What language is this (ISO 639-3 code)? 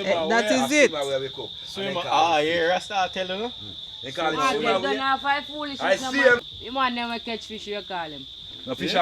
jam